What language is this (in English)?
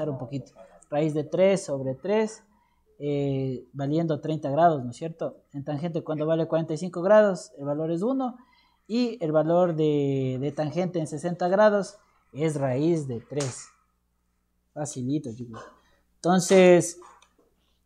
Spanish